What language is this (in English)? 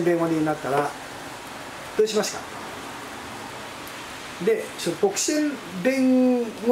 Japanese